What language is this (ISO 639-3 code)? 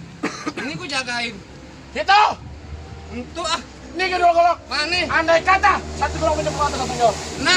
bew